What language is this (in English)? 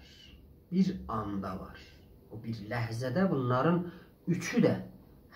South Azerbaijani